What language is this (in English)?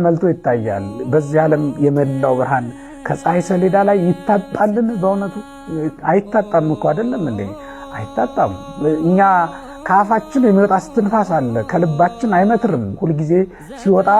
Amharic